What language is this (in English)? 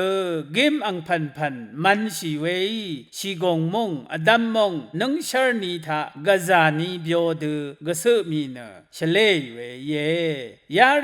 Rawang